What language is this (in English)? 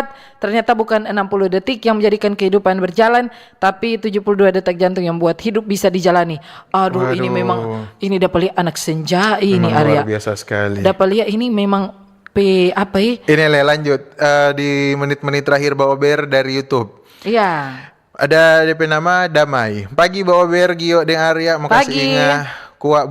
Manado Malay